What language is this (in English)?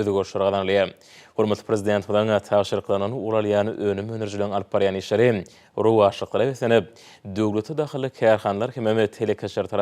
Turkmen